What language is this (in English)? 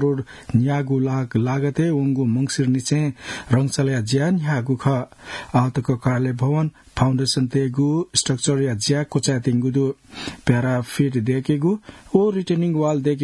Newari